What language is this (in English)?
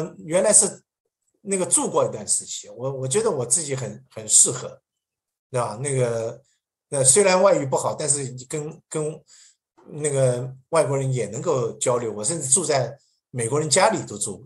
Chinese